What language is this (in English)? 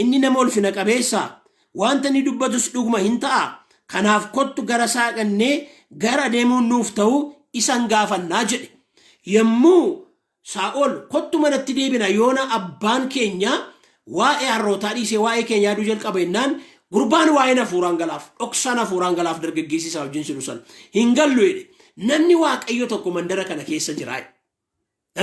Oromo